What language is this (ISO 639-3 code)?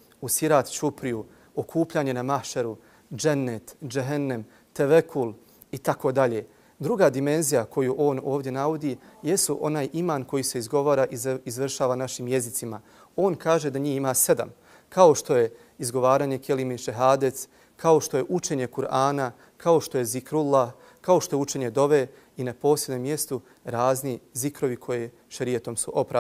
bos